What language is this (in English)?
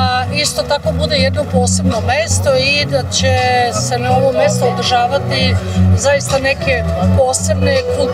Serbian